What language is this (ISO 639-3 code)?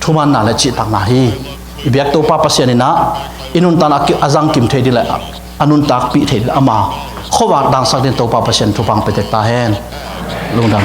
ctd